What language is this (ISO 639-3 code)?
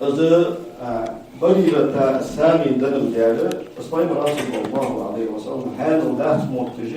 inh